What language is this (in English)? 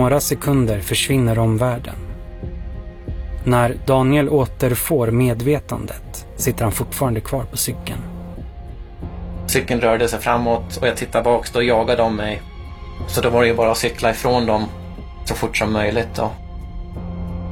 Swedish